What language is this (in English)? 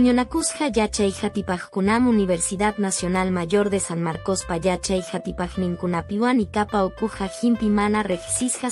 Quechua